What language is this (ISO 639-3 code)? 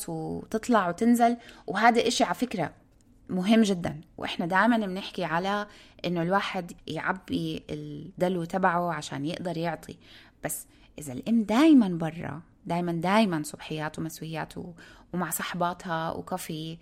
apc